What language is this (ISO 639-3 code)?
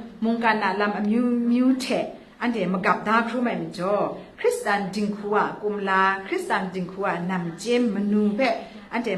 kac